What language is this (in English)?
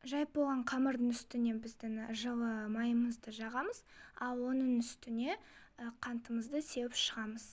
Kazakh